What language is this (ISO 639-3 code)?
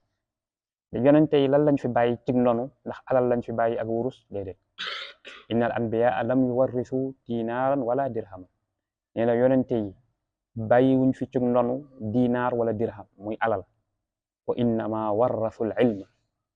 wol